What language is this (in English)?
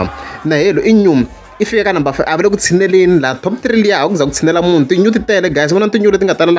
Tsonga